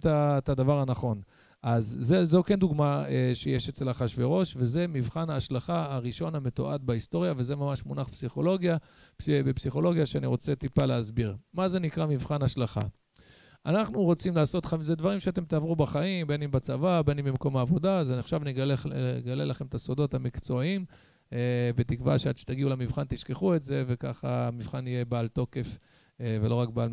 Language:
Hebrew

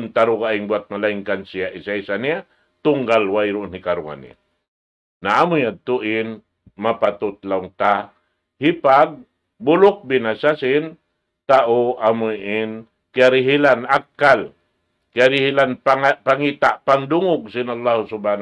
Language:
Tausug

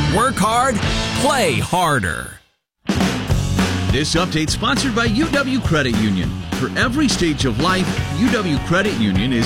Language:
English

